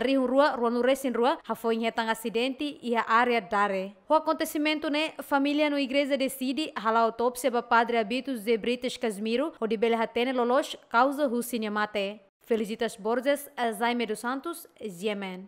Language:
Tetum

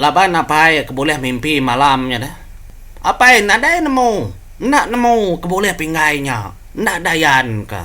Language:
Iban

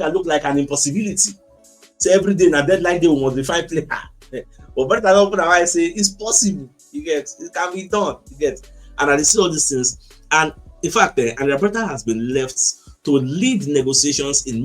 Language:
Nigerian Pidgin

